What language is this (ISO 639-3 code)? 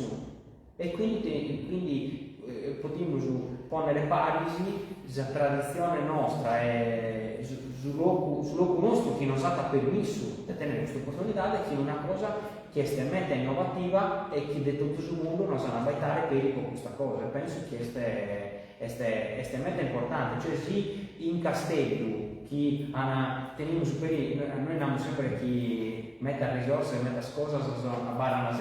srd